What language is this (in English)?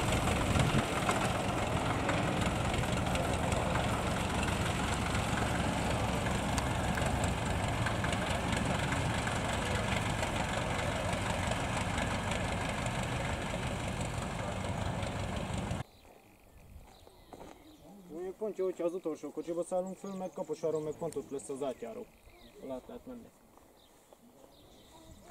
Hungarian